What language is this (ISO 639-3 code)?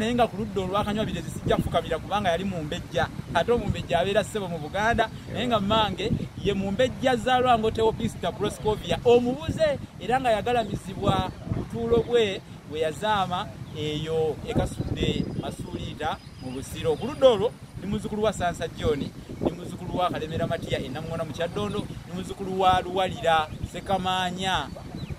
lug